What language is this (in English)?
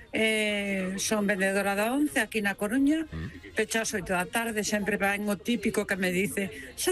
Galician